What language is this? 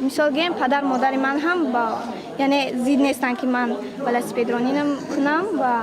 Tajik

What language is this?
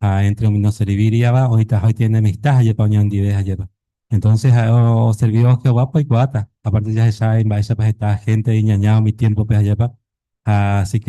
Guarani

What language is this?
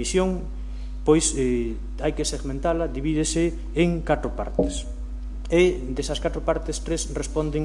Galician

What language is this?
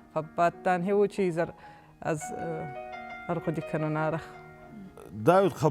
Ossetic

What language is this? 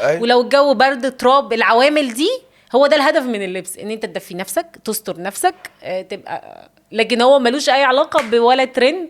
Egyptian Arabic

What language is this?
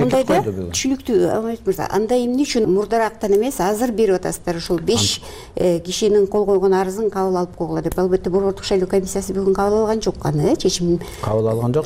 Kyrgyz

